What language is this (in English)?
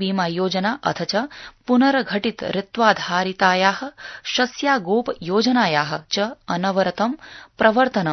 Sanskrit